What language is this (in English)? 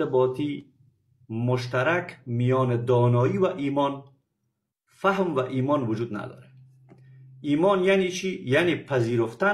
Persian